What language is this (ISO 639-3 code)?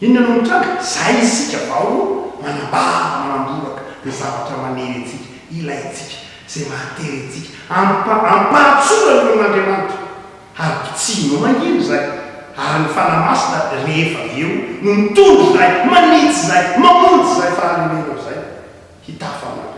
mlg